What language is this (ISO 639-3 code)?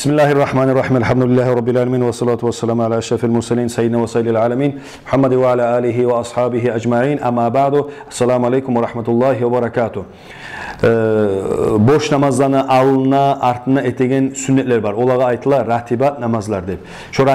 kum